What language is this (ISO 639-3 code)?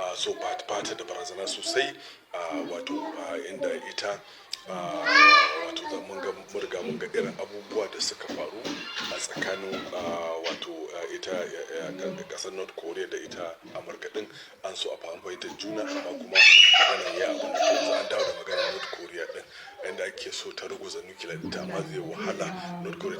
hau